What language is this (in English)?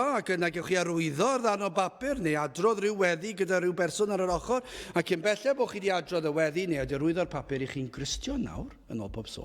Welsh